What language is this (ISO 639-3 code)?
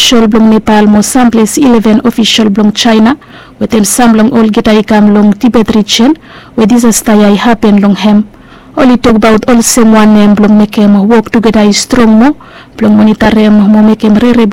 bis